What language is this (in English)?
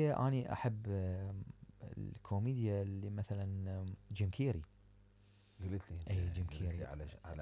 Mesopotamian Arabic